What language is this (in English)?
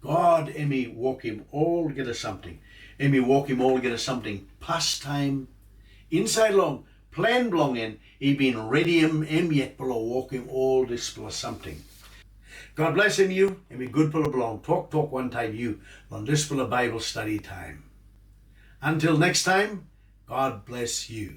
Tok Pisin